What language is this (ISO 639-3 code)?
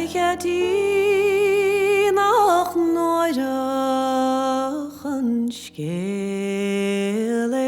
gle